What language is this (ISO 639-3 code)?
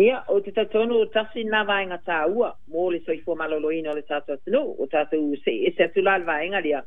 smo